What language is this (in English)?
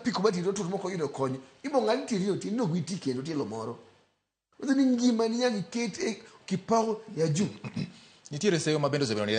Luo (Kenya and Tanzania)